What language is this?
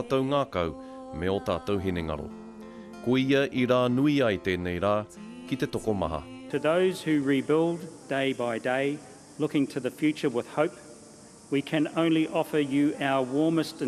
Māori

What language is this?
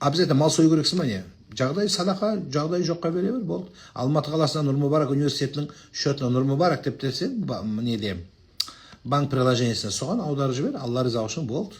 Kazakh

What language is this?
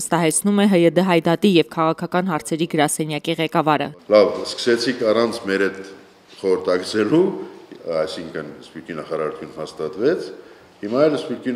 Armenian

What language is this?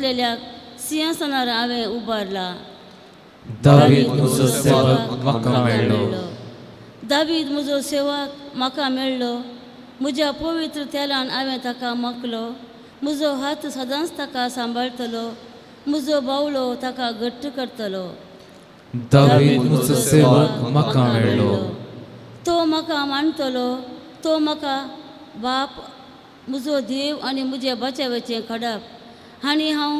Konkani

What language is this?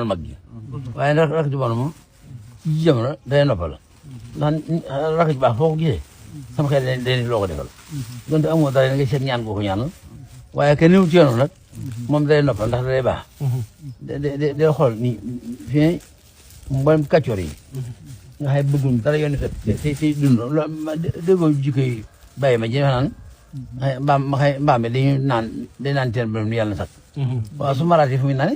Wolof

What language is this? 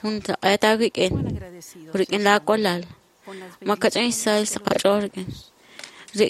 Kekchí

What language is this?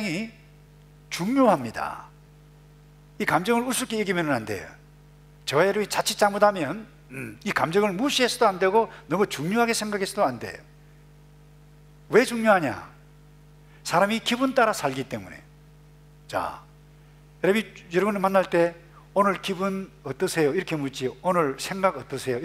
Korean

